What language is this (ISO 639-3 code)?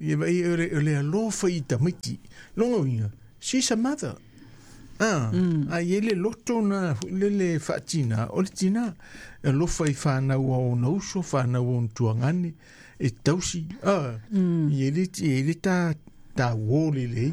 smo